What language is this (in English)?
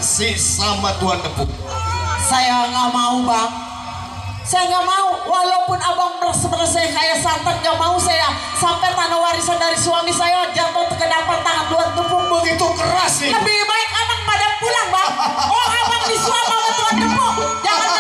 Betawi